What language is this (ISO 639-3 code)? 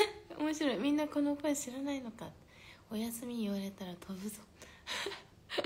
jpn